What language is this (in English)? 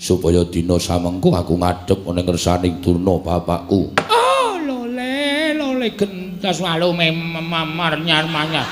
Javanese